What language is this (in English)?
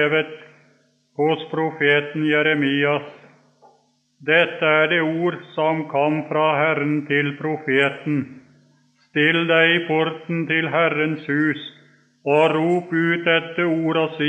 Norwegian